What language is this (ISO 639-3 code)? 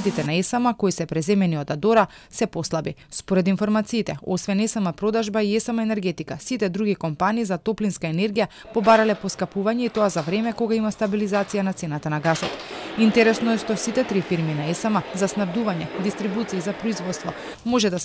mkd